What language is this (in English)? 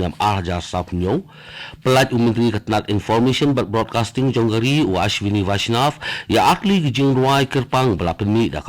Khasi